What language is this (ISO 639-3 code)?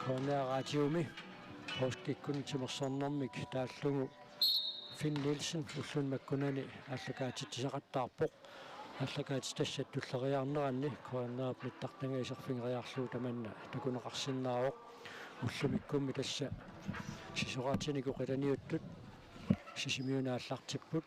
kal